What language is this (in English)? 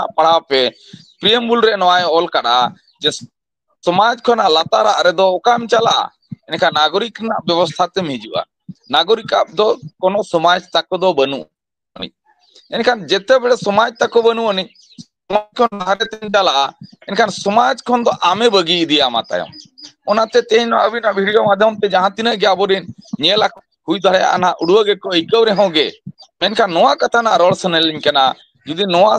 Santali